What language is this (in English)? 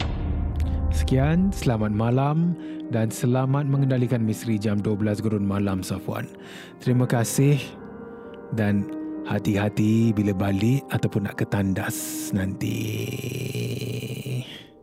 Malay